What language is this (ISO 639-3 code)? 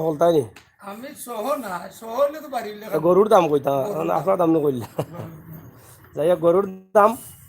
syl